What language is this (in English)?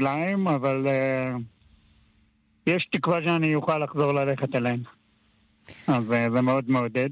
Hebrew